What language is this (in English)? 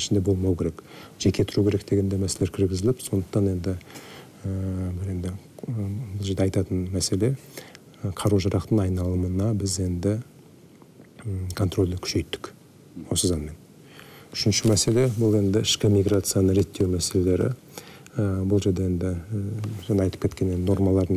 Kazakh